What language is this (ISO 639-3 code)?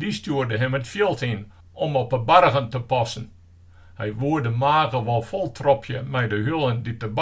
fry